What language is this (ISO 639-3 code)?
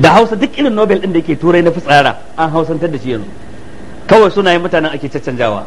hau